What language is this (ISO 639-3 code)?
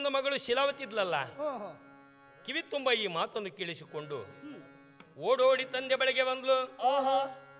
kan